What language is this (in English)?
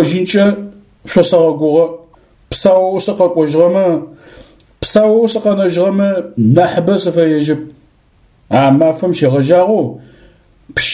Adyghe